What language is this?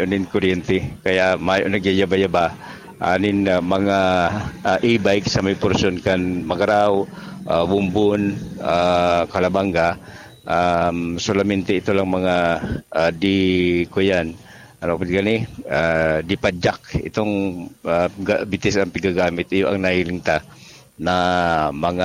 Bikol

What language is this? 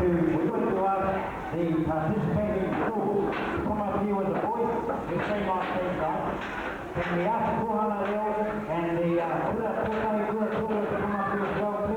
Māori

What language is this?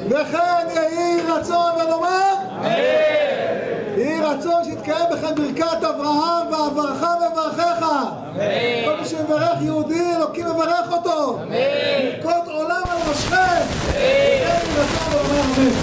Hebrew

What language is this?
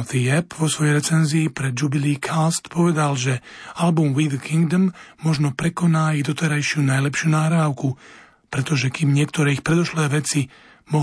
Slovak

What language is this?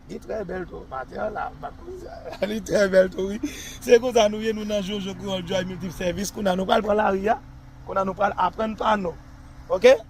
Haitian Creole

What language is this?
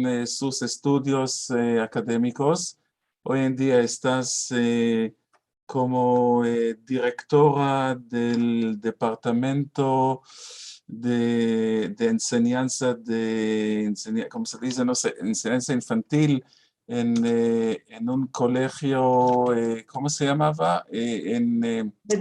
Ladino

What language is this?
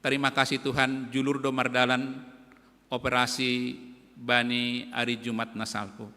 Batak Simalungun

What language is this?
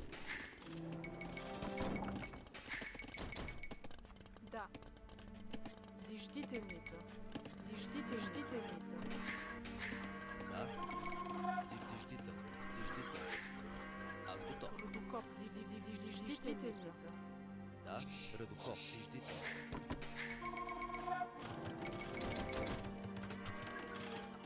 Bulgarian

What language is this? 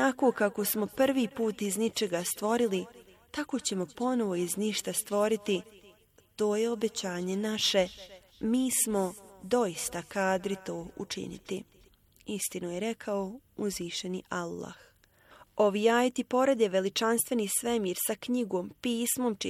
Bosnian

